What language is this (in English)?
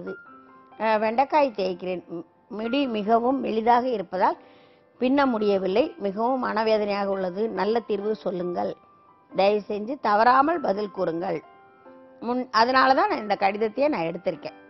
Tamil